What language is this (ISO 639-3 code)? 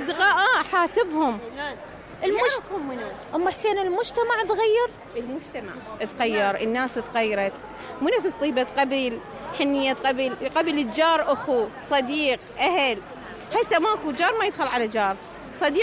acm